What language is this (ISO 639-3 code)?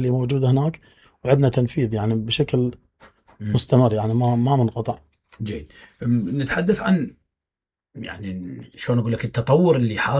acm